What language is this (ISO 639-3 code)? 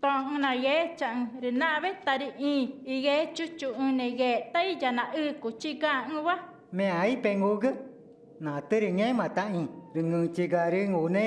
tca